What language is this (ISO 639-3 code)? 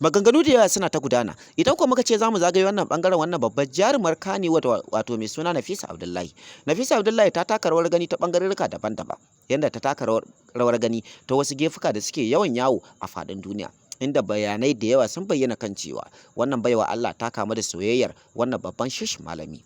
hau